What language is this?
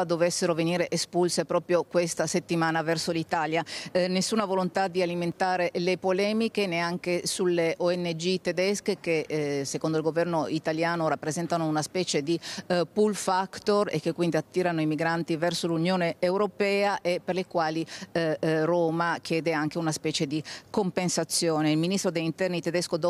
Italian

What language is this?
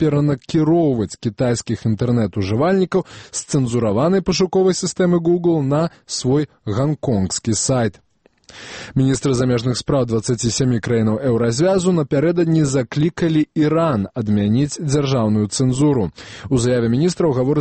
Belarusian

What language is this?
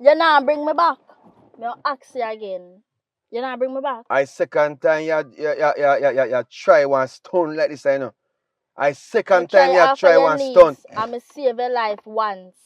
Jamaican Creole English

